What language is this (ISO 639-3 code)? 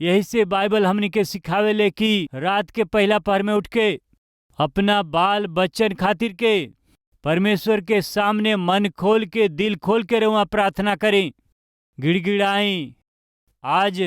bho